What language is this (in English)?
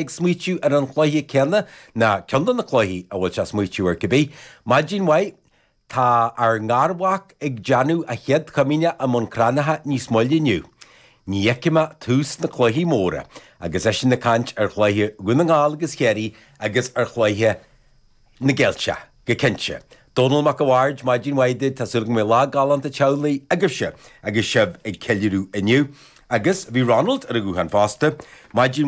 Irish